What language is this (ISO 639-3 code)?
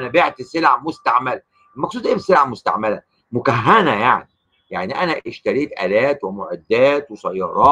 arz